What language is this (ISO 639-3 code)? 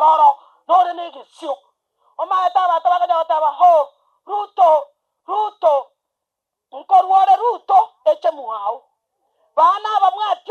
guz